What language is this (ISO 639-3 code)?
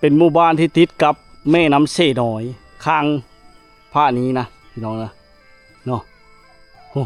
lao